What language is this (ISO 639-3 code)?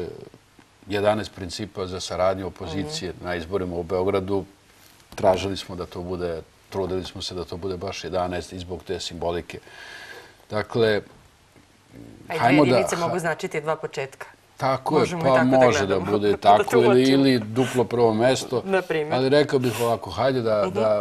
srp